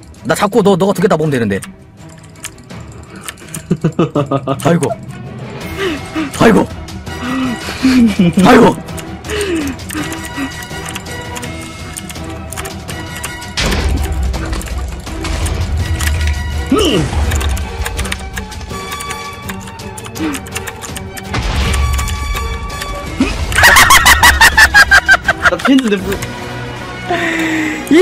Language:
Korean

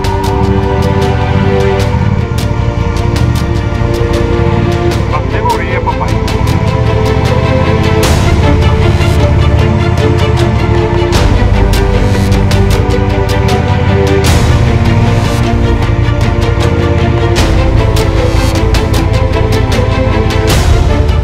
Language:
Portuguese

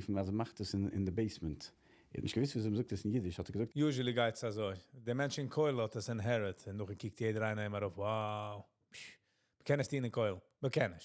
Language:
Yiddish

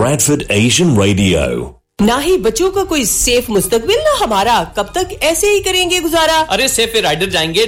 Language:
Hindi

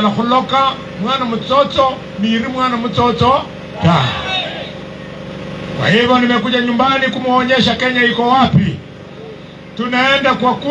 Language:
Swahili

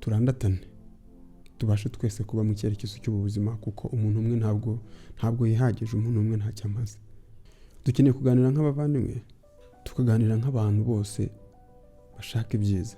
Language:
Kinyarwanda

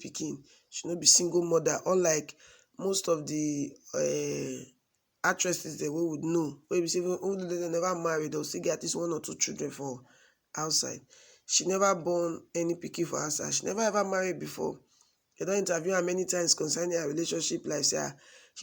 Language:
Nigerian Pidgin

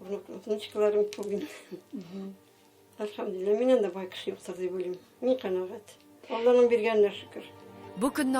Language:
Tatar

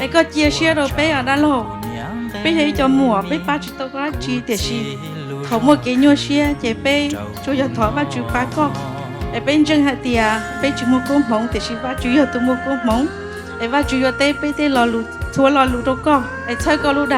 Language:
Hmong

